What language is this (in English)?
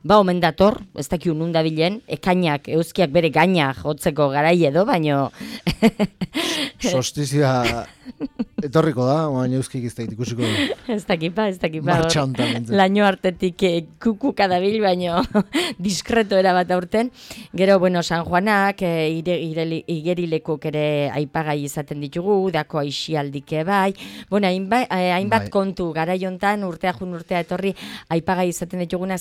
Basque